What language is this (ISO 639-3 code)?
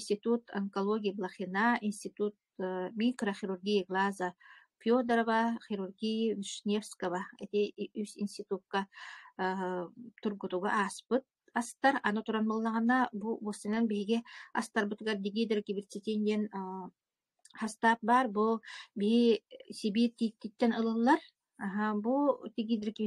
sah